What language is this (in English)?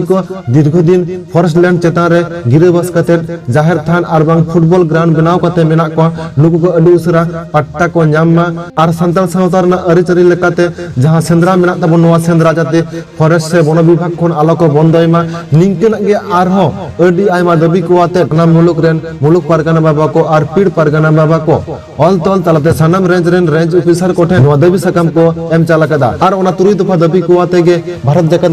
Santali